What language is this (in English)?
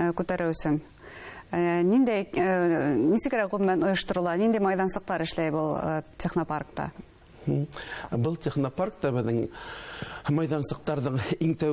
Bashkir